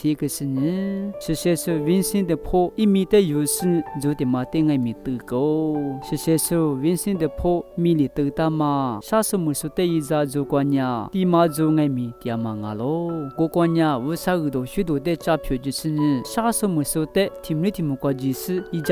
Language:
Lisu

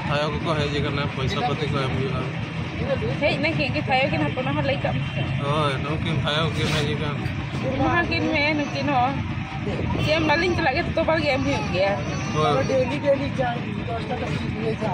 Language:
Santali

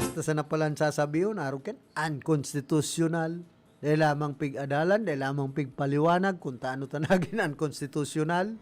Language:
Bikol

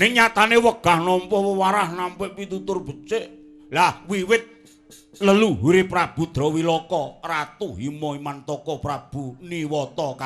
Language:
Javanese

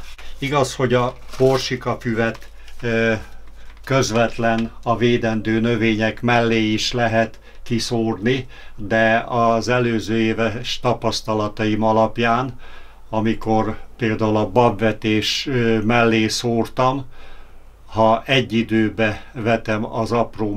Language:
Hungarian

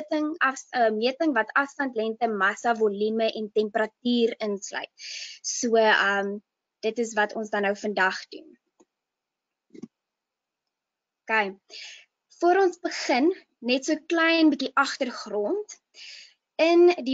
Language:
Afrikaans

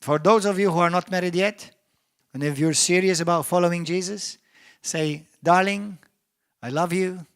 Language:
English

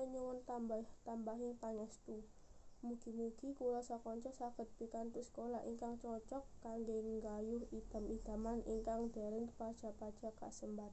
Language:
Javanese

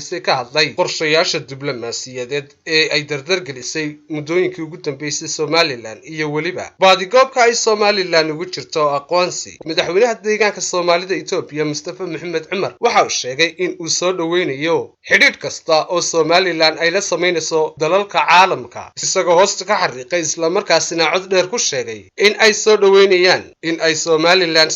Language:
Somali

